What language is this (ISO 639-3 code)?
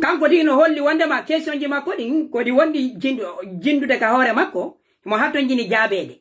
fuf